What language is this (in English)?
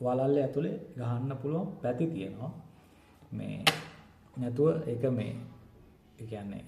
Sinhala